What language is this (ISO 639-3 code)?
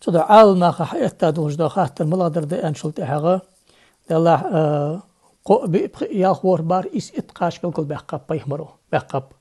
inh